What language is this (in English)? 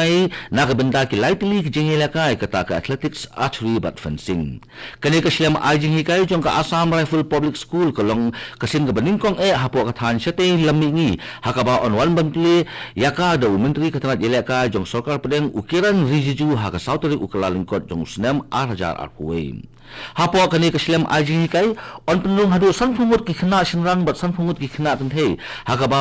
Khasi